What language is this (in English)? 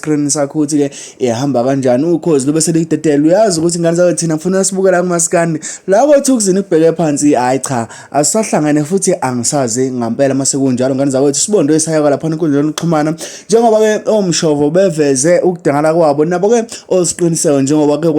Zulu